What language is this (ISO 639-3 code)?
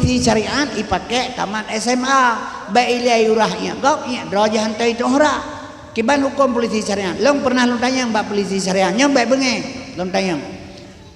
ace